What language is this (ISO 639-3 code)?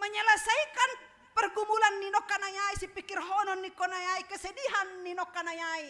bts